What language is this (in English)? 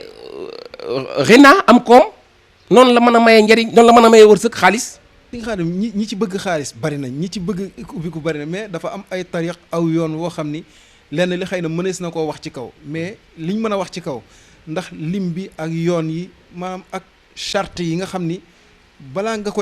Wolof